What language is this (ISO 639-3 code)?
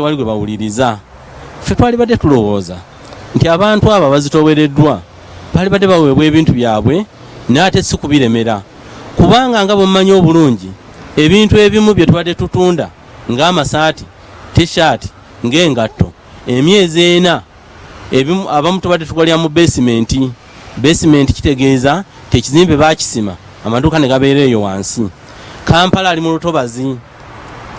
lug